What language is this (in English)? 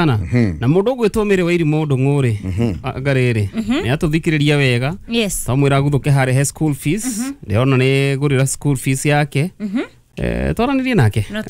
Kikuyu